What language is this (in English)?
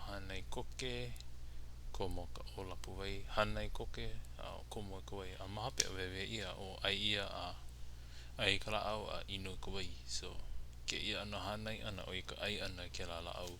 Hawaiian